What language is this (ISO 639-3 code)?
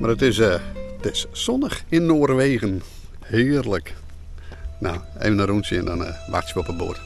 fry